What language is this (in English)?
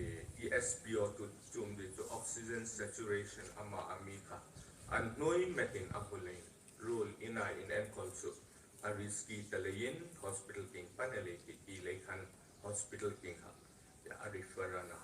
Hmar